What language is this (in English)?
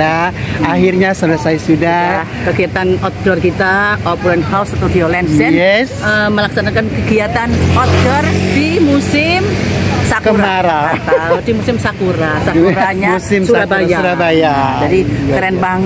Indonesian